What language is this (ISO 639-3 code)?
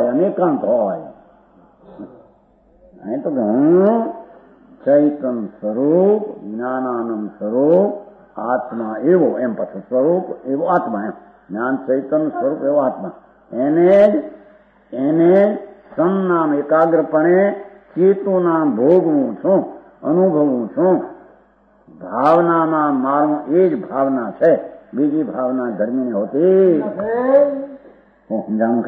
guj